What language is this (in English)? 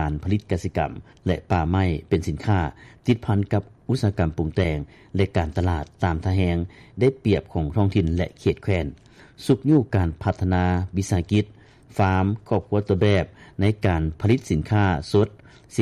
Lao